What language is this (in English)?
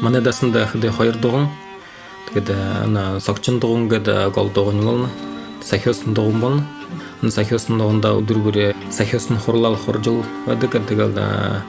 Buriat